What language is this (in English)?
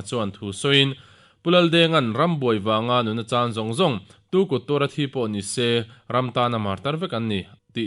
Mizo